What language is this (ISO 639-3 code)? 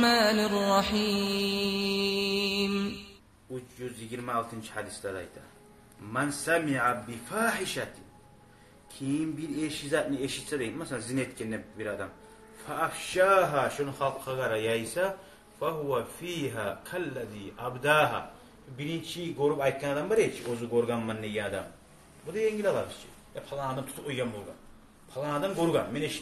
kum